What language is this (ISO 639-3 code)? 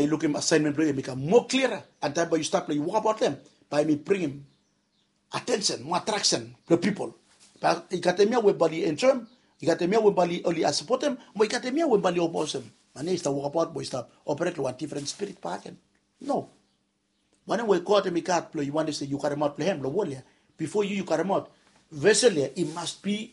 bis